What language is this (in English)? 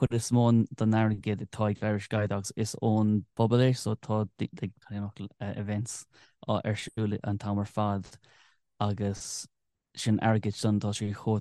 Irish